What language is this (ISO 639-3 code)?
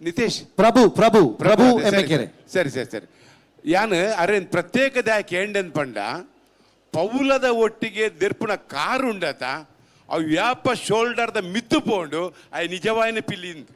tcy